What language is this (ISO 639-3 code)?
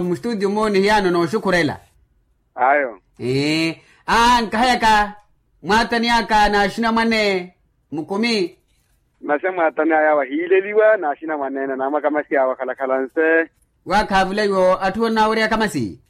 vmw